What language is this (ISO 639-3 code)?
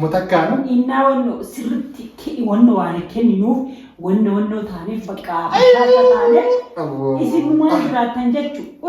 orm